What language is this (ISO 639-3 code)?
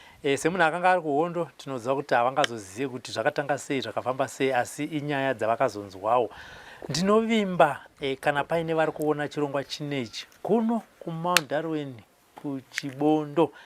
sna